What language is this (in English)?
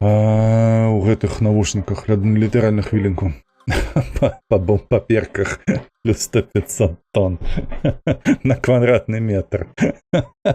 Belarusian